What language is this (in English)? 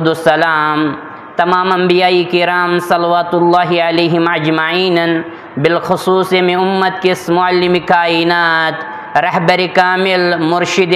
Kashmiri